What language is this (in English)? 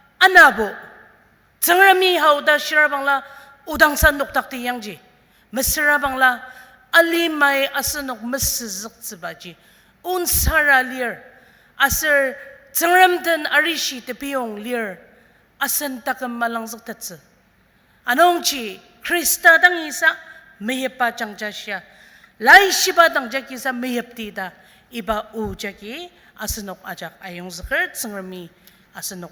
Ao Naga